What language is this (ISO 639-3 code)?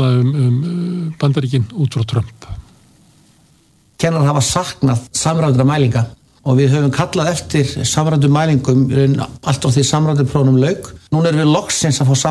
isl